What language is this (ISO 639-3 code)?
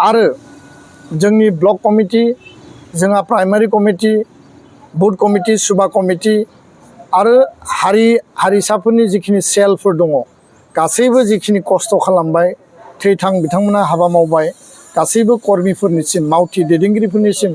brx